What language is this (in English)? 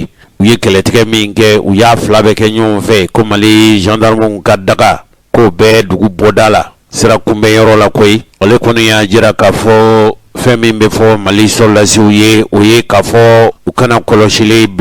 Bambara